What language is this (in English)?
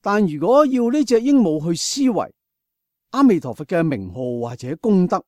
Cantonese